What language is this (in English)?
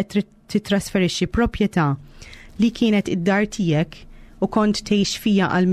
Maltese